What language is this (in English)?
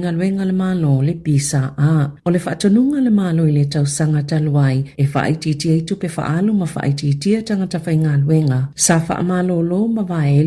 Samoan